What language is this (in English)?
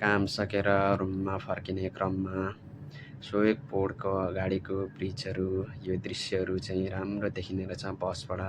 Nepali